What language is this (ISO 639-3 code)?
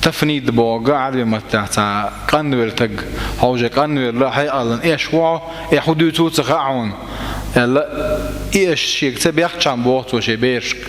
che